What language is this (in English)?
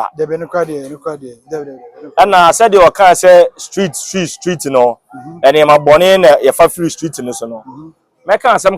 Akan